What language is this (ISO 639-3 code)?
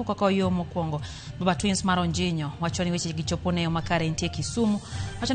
luo